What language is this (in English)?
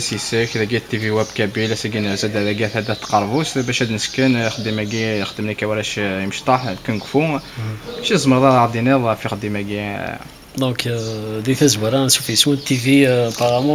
Kabyle